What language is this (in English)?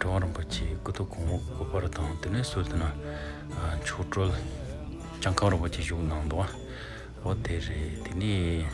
Tibetan